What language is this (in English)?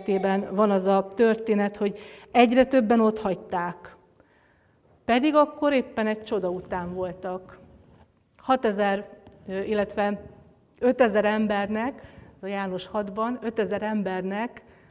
Hungarian